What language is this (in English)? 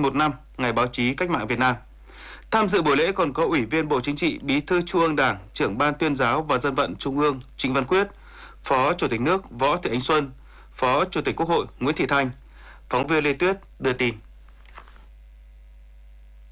Vietnamese